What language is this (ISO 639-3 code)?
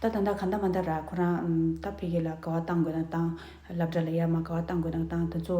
bod